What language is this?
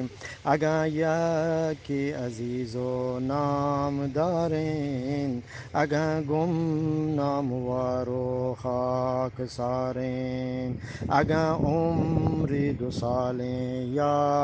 Eastern Balochi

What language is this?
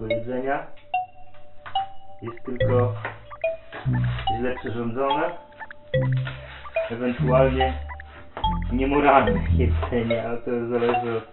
Polish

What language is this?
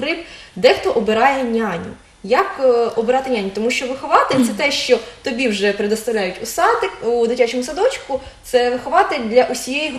Ukrainian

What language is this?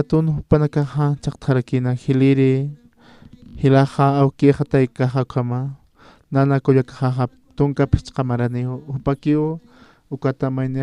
Aymara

